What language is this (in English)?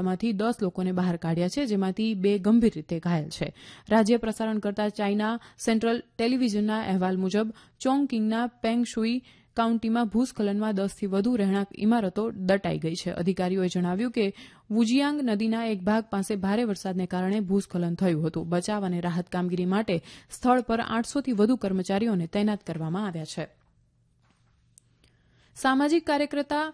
Gujarati